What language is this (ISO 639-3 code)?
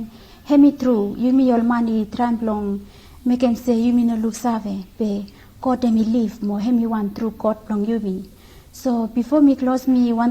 bis